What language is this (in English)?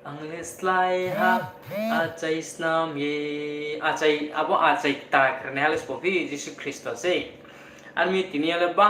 Riang (India)